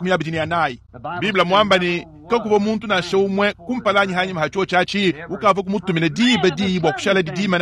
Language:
Luba-Lulua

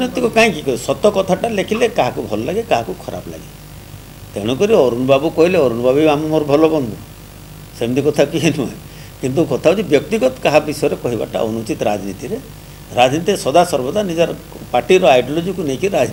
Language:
Odia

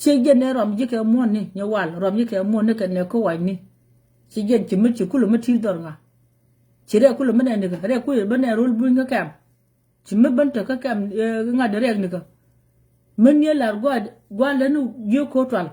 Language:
Nuer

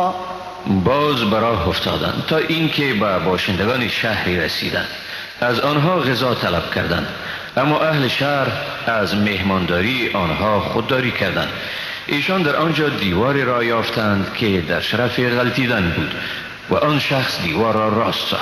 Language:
Persian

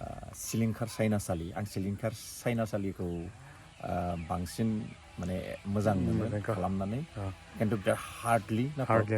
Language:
Bodo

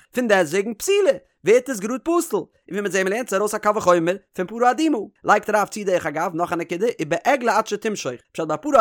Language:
Yiddish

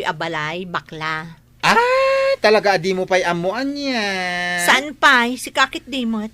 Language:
Iloko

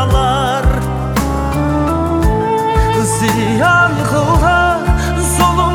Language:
Kazakh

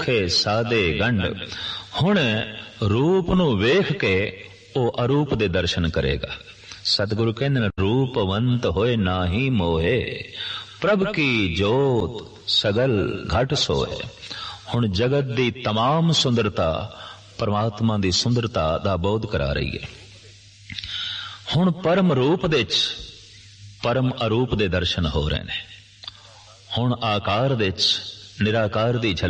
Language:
Punjabi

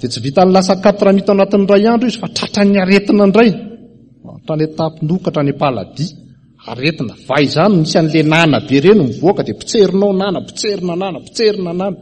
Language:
Malagasy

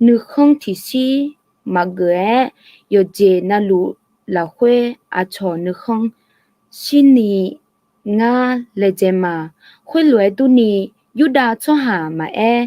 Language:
Akha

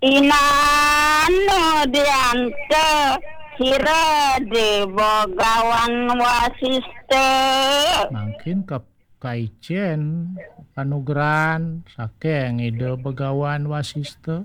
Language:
Balinese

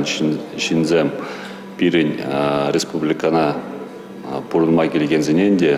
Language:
Chuvash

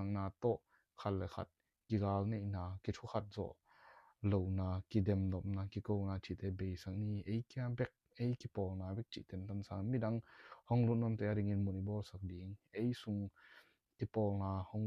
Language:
Tedim Chin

